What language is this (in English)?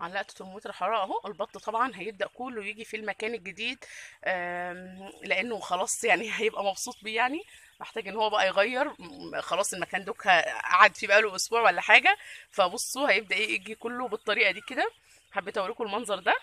Egyptian Arabic